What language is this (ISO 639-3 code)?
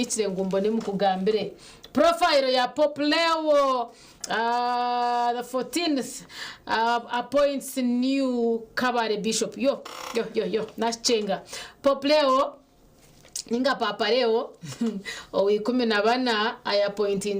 nyn